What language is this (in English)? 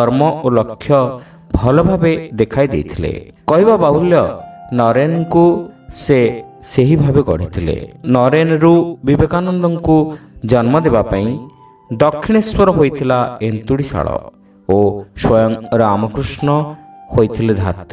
Odia